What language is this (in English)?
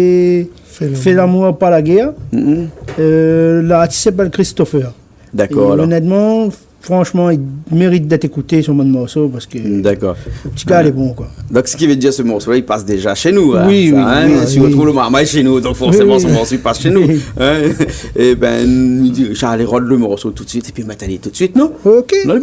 Réunion Creole French